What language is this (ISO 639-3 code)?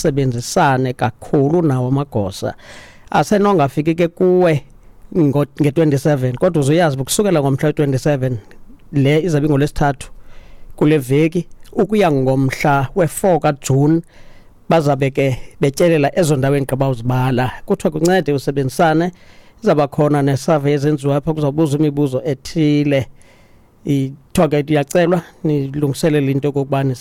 xho